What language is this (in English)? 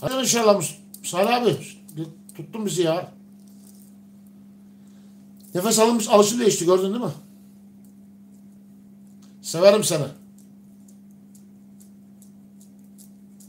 Turkish